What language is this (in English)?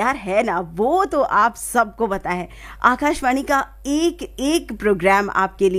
Hindi